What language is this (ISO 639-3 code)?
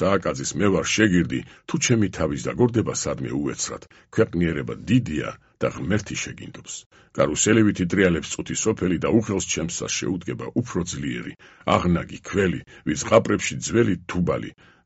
kat